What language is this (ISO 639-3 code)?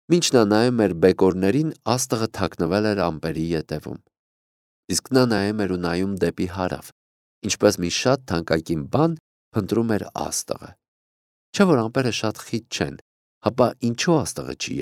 hye